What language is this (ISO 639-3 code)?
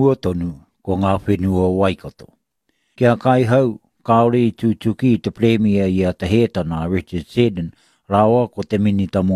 mri